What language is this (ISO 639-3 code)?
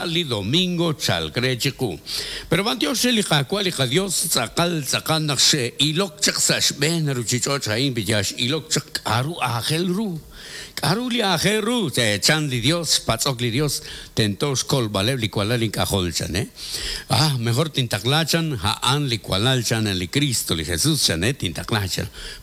kek